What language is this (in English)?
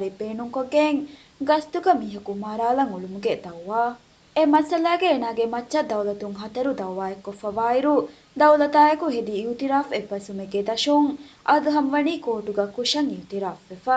Divehi